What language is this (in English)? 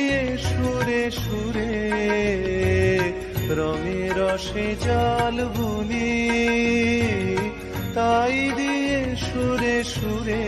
Bangla